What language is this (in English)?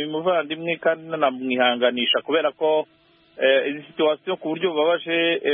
Kinyarwanda